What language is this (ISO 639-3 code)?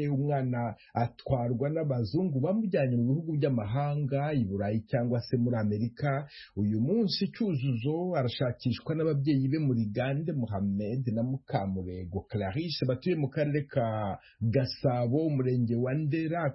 kin